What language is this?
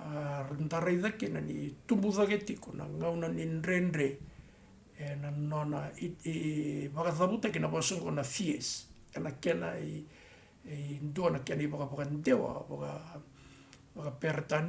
Fijian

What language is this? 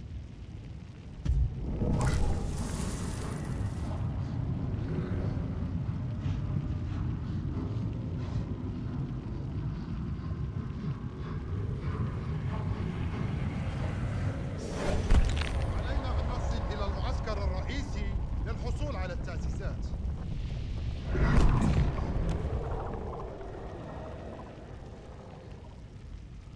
Arabic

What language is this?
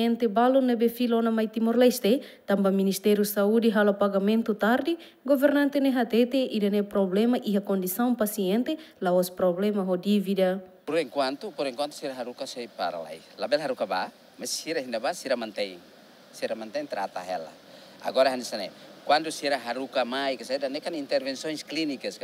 Tetum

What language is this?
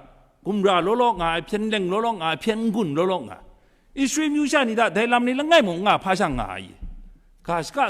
Kachin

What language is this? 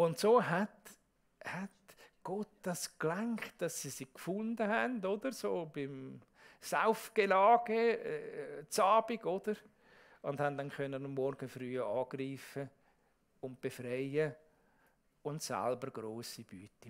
Swiss German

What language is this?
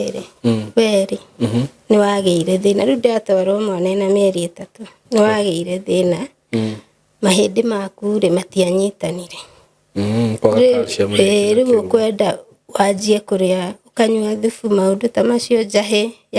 Kikuyu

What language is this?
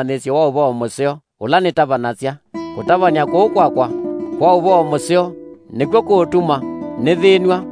Kamba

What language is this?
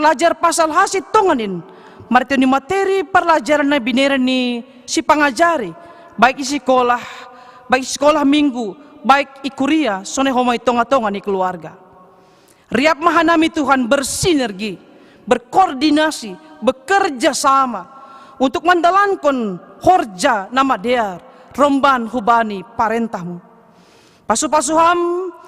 Batak Simalungun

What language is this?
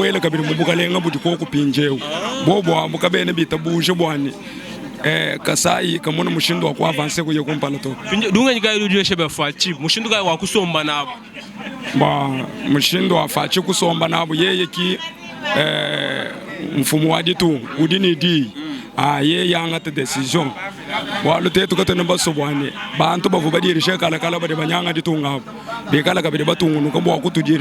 Luba-Lulua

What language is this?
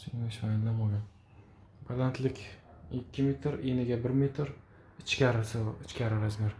Uzbek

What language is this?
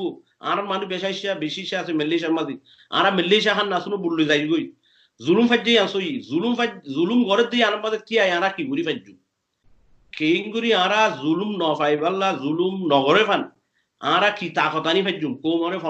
Rohingya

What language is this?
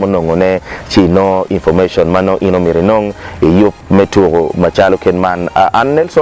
Acoli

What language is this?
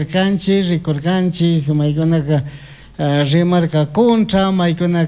Chimborazo Highland Quichua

